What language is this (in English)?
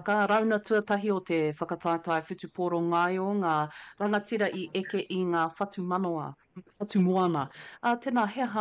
Māori